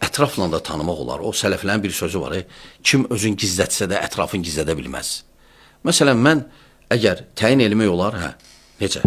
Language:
Azerbaijani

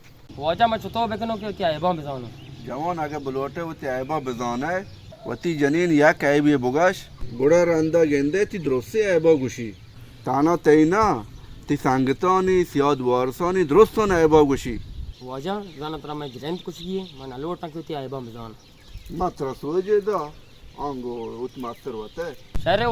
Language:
Baluchi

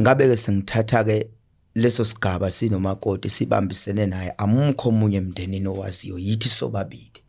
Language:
Zulu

